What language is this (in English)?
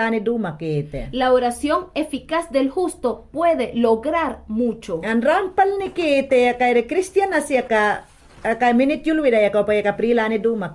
Mayangna